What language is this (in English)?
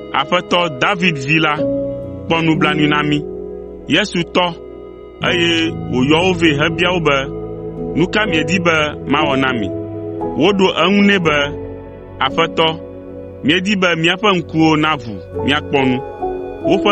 Ewe